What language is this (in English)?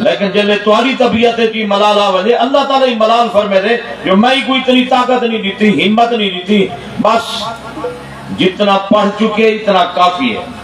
Saraiki